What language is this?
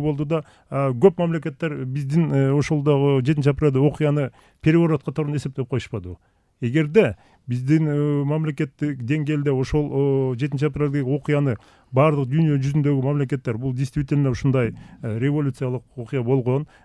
Kyrgyz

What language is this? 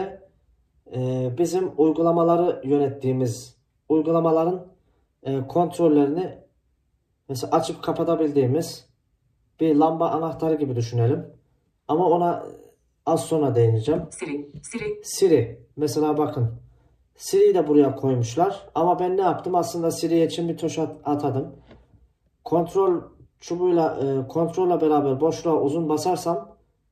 Turkish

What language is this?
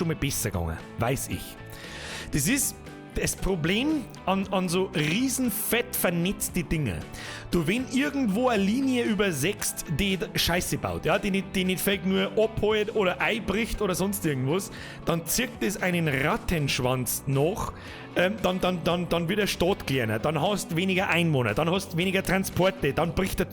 Bavarian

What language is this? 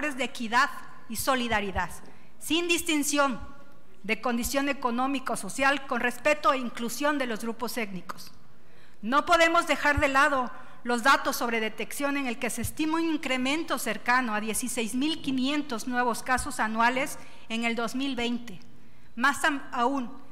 Spanish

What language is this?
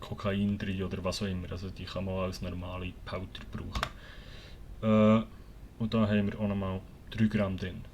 Swiss German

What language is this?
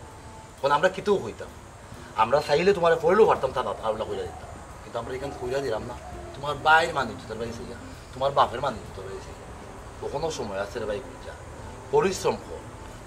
Sylheti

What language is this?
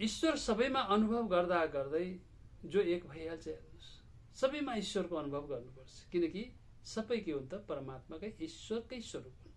Nepali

